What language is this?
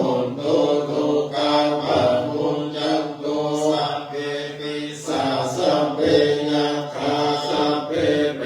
Pali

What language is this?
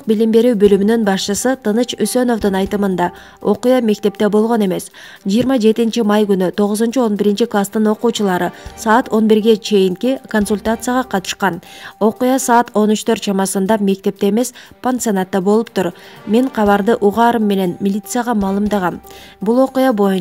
Kyrgyz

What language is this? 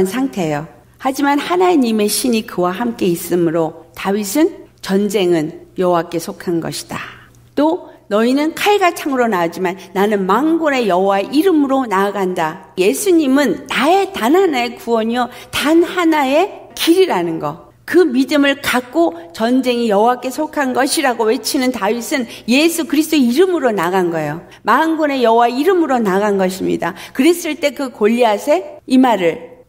Korean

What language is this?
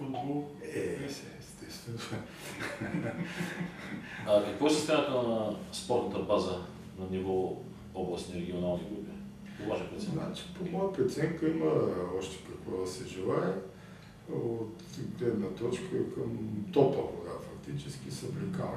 Bulgarian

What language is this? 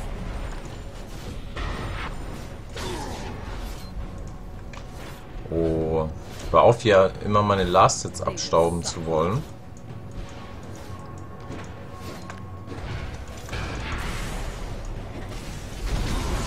German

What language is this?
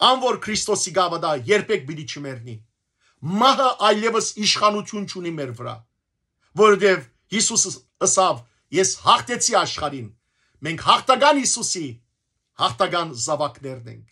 Western Armenian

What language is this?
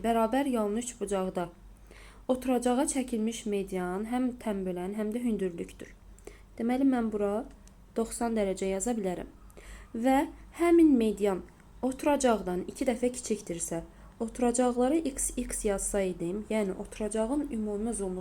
Azerbaijani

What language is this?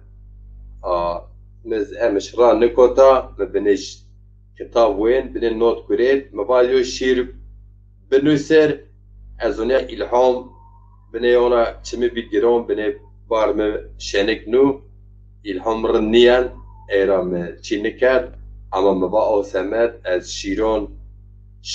Zaza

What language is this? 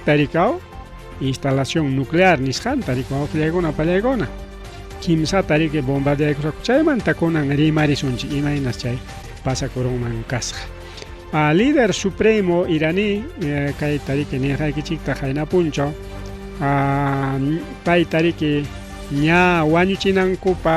Ayacucho Quechua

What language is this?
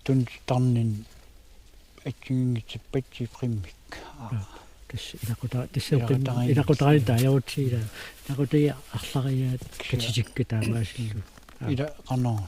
Kalaallisut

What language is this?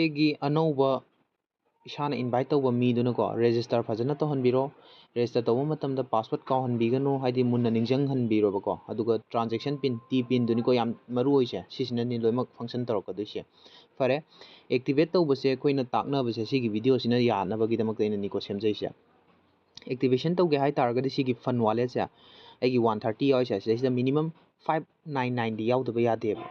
Manipuri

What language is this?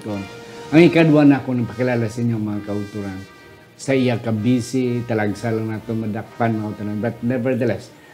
Hiligaynon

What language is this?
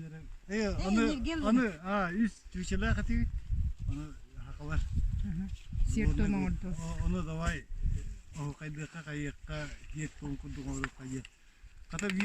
Yakut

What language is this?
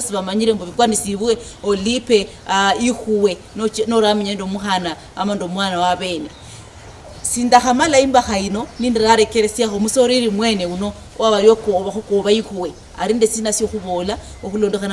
Luyia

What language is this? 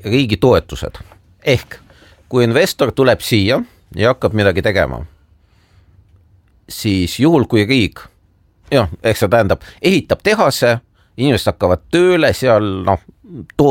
Estonian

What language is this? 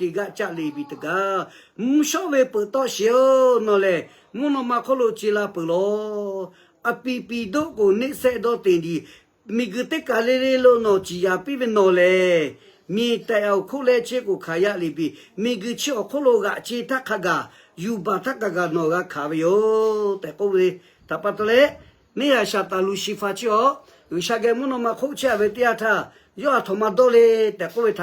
Lahu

